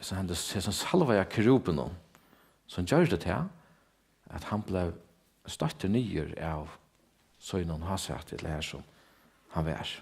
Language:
Faroese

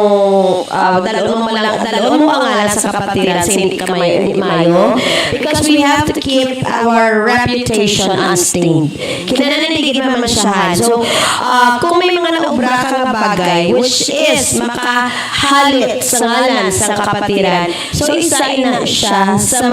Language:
Hiligaynon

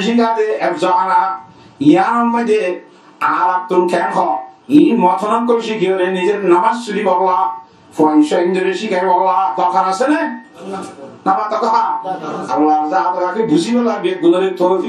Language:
Rohingya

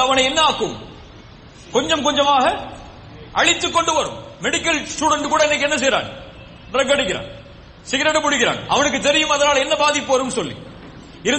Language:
Tamil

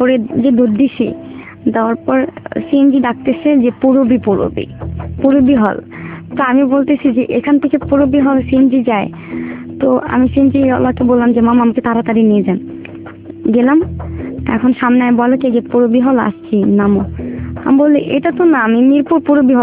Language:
Bangla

